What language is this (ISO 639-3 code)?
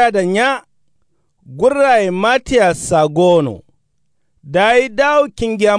kau